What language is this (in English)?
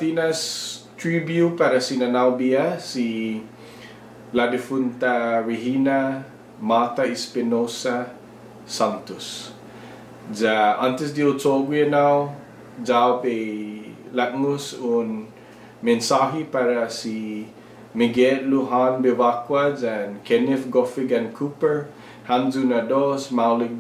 Chamorro